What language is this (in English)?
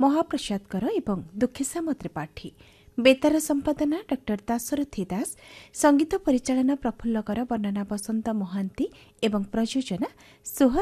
Odia